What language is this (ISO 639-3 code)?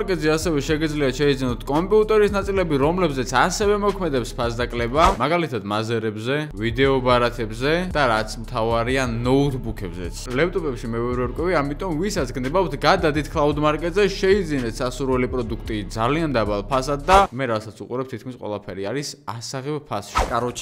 kat